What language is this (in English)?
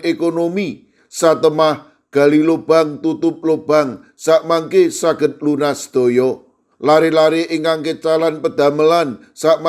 Javanese